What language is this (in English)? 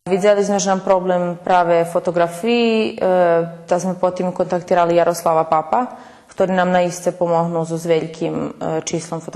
Rusyn